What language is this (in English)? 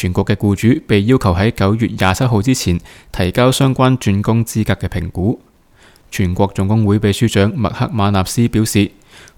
Cantonese